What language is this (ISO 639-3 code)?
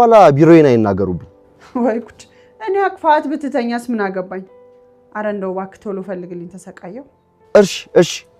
amh